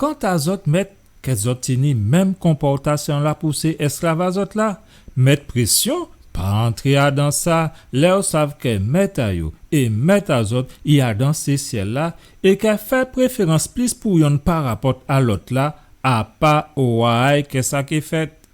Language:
Guadeloupean Creole French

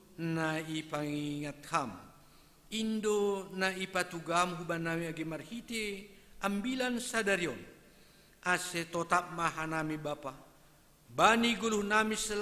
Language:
Batak Simalungun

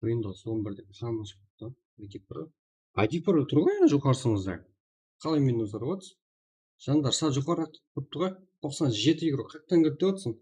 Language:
Kara-Kalpak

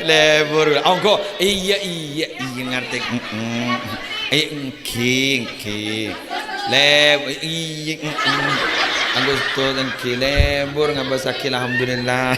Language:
Madurese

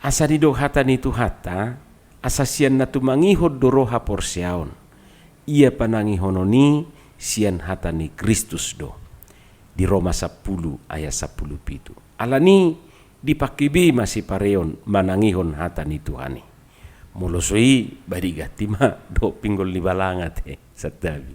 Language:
Batak Toba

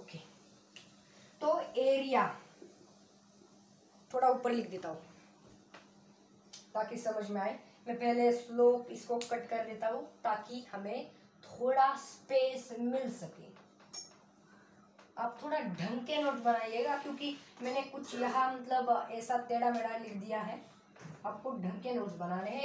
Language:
Hindi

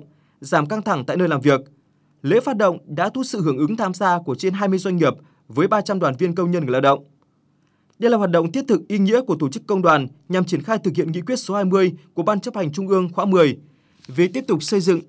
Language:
Vietnamese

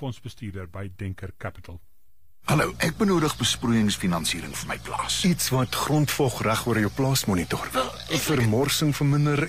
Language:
Afrikaans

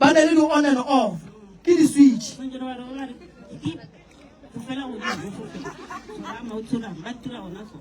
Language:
Northern Sotho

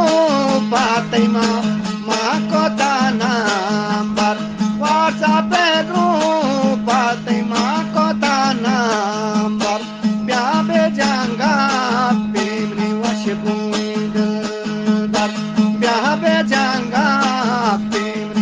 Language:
Eastern Balochi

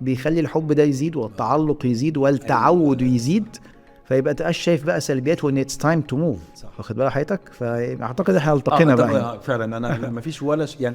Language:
Egyptian Arabic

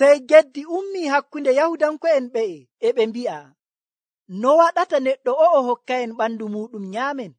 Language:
Nigerian Fulfulde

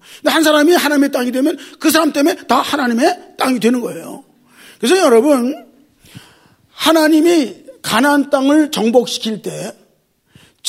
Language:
Korean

